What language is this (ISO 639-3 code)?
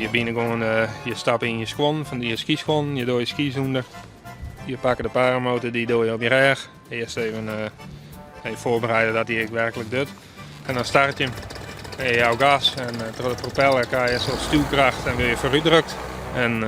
fry